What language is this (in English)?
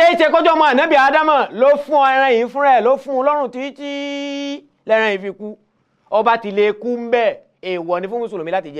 Yoruba